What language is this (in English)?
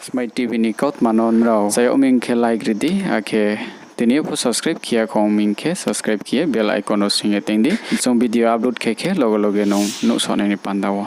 Riang (India)